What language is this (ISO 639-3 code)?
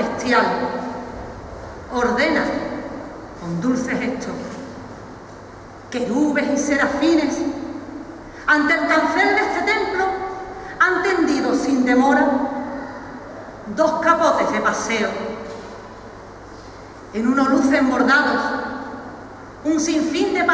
spa